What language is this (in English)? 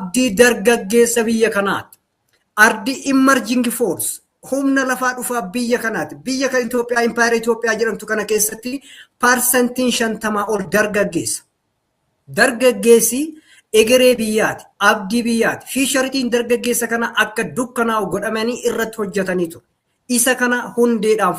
Oromo